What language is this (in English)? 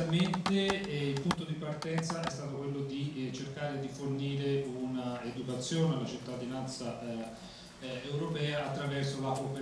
Italian